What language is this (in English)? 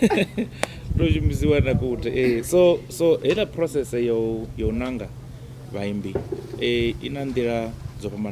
Venda